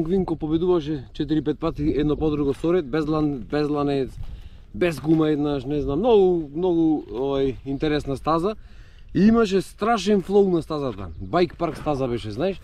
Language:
Macedonian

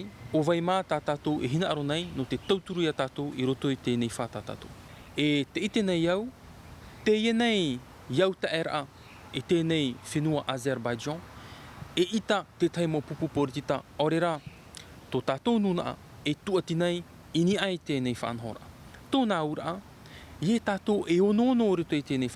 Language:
Tahitian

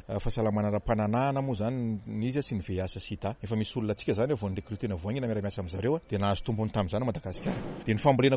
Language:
Malagasy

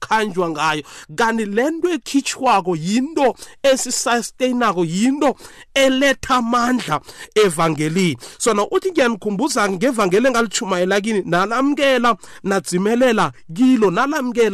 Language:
South Ndebele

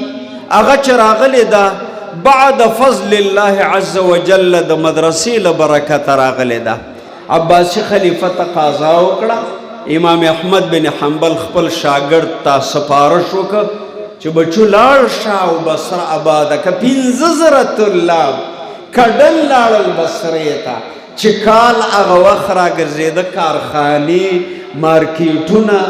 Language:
Pashto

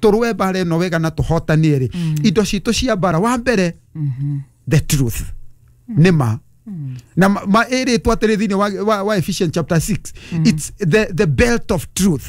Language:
Kikuyu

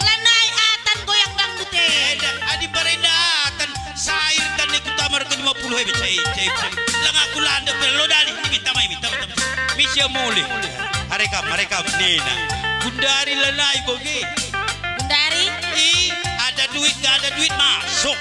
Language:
Batak Karo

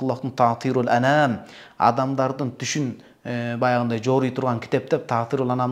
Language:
Kyrgyz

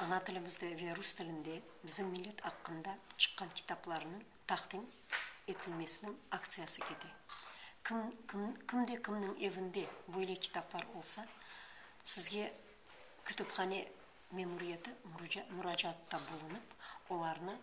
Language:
Crimean Tatar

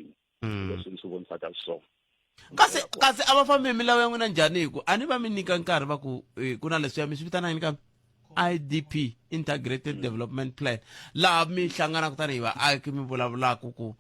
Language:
Tsonga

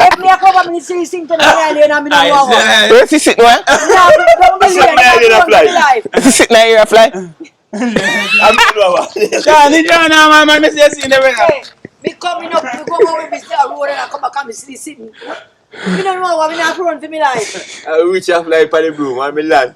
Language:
Jamaican Creole English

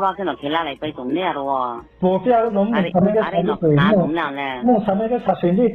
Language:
Riang (India)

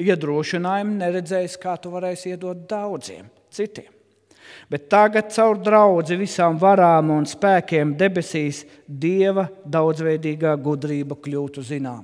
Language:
Latvian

